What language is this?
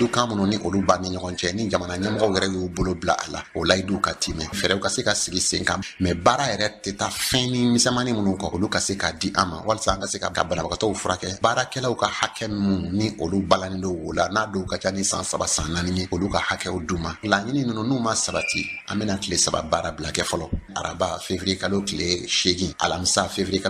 Bambara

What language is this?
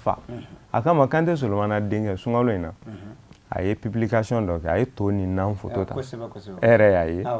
Bambara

